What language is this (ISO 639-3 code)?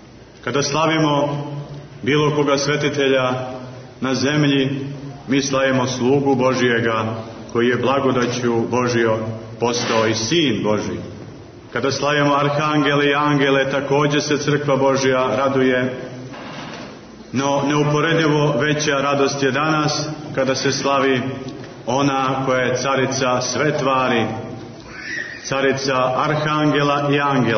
srp